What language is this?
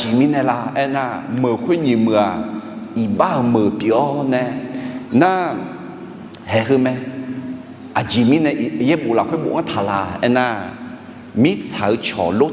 Akha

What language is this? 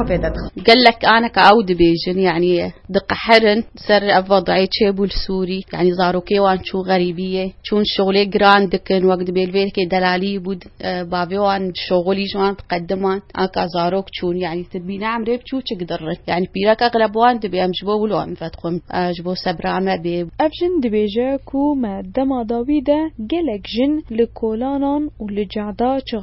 Kurdish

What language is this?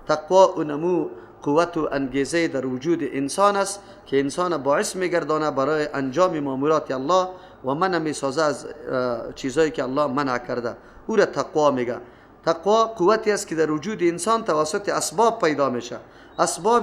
Persian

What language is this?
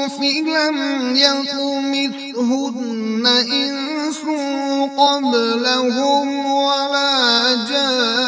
Kashmiri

